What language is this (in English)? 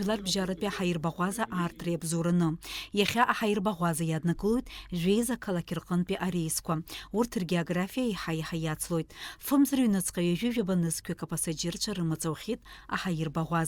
Abkhazian